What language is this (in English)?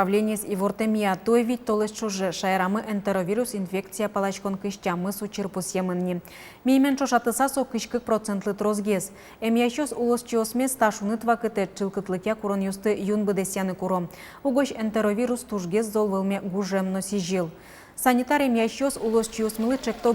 Udmurt